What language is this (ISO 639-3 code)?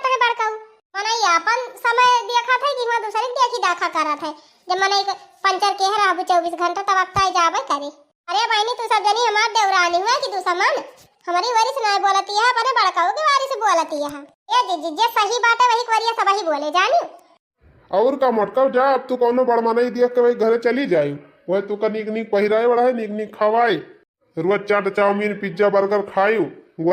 awa